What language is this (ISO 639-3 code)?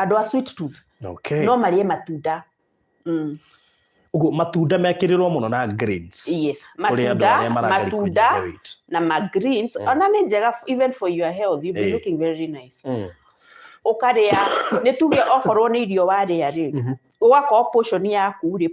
kik